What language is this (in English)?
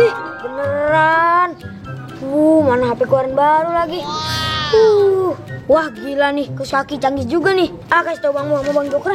Betawi